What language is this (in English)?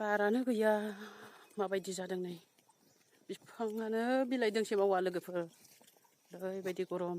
Bodo